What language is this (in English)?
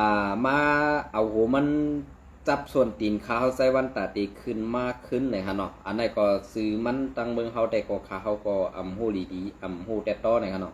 Shan